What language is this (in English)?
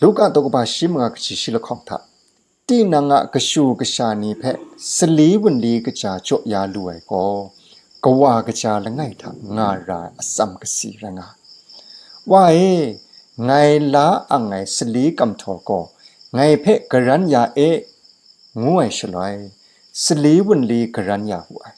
Kachin